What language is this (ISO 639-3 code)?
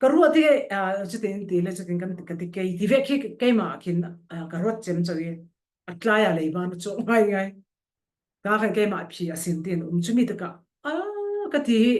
cfm